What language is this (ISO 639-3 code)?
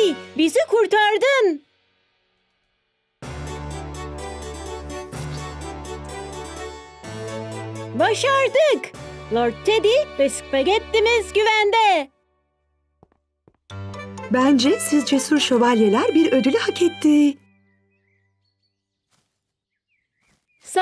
tur